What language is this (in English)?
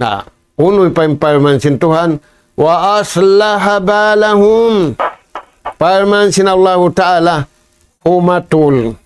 Tausug